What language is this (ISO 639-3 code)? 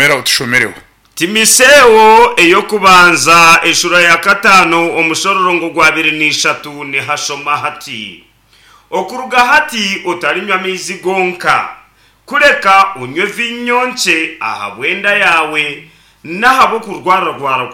nyn